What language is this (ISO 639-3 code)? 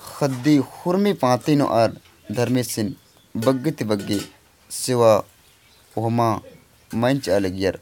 kru